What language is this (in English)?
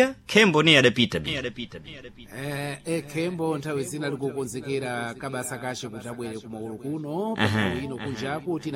Sena